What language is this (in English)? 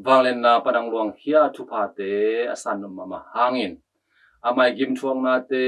Tedim Chin